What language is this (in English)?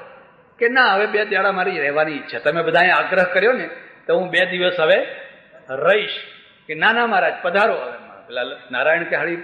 Gujarati